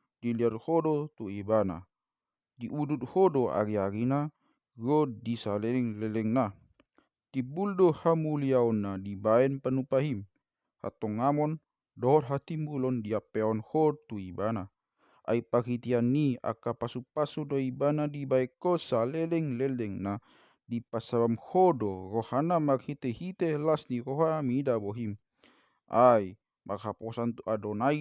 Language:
Batak Toba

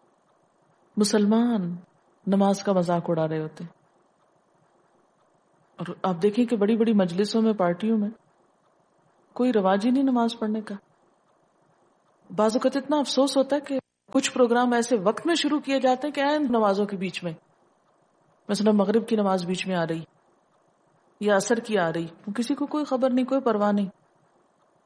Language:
Urdu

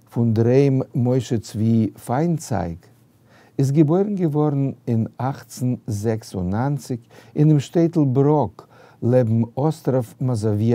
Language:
Yiddish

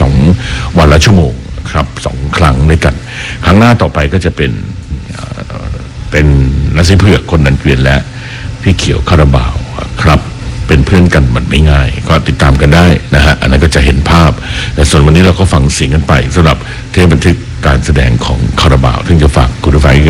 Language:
Thai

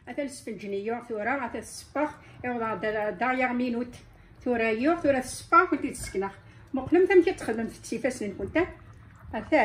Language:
Kabyle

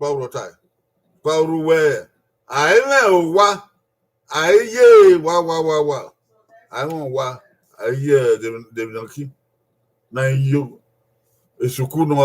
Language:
Bini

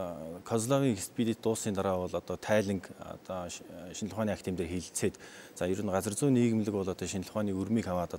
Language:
Mongolian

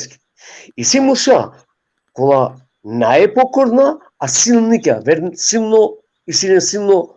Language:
Balkan Romani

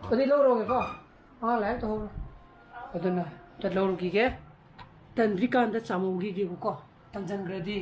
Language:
Manipuri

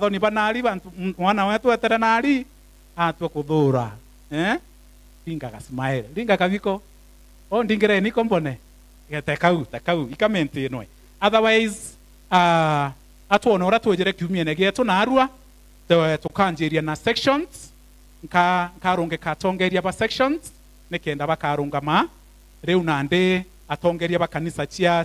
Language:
Meru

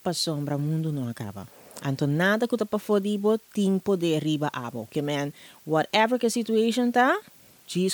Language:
Papiamento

